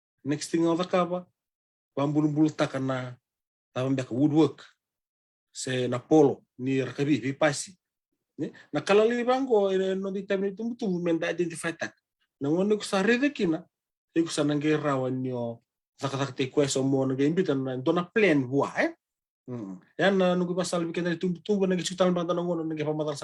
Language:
Fijian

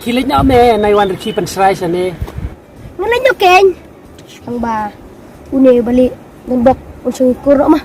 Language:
Khasi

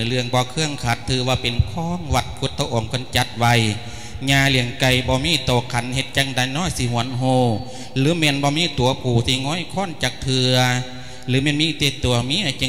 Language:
Lao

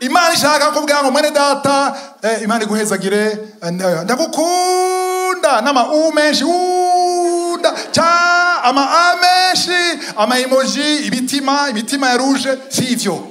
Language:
Rundi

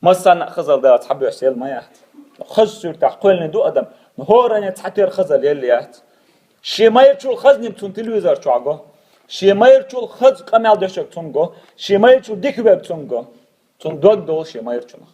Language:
Chechen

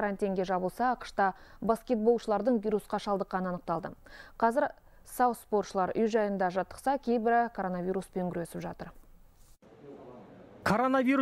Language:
Kazakh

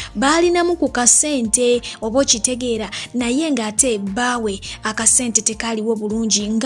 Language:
Ganda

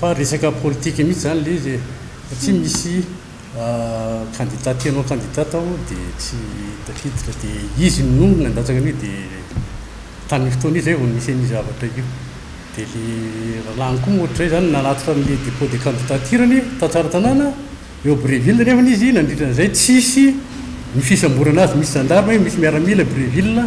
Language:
Malagasy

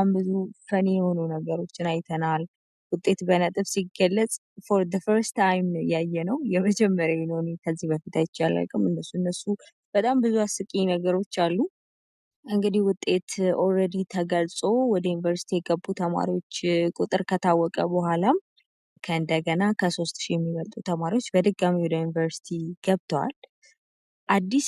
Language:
Amharic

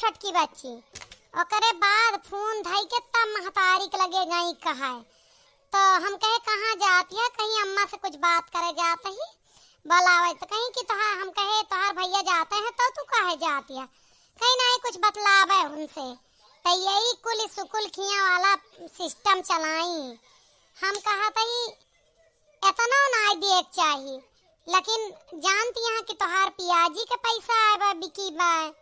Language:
Awadhi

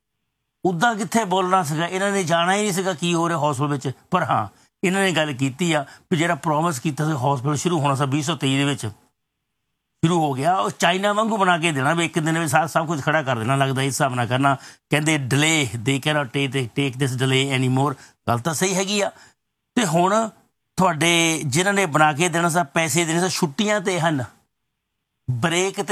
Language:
Punjabi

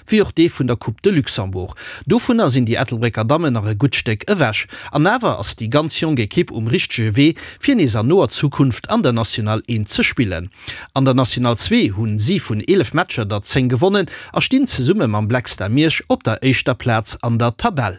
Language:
Luxembourgish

